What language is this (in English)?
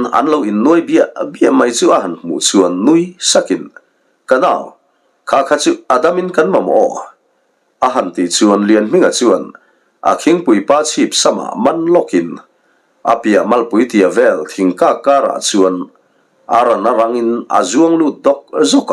Mizo